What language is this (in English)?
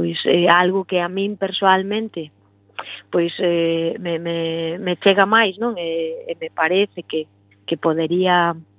Galician